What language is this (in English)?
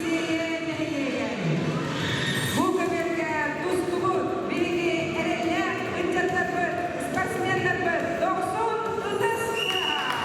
Yakut